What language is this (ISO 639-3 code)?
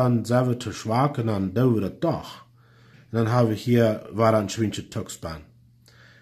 pdt